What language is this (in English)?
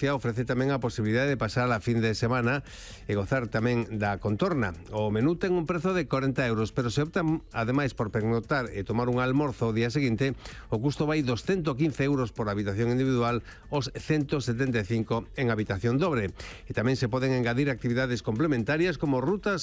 Galician